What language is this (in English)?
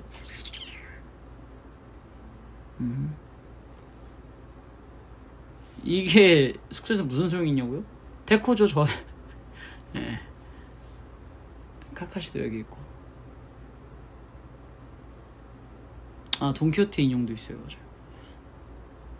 Korean